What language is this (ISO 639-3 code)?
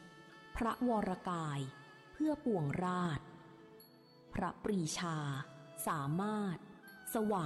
tha